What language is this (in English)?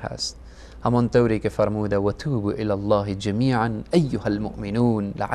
Persian